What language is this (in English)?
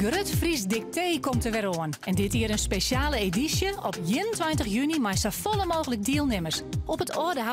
Western Frisian